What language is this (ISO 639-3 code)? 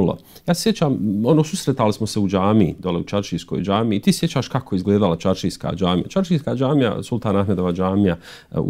bos